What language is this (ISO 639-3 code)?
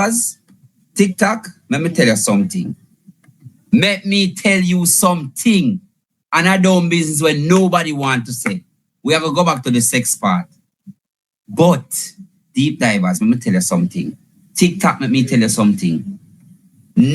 jam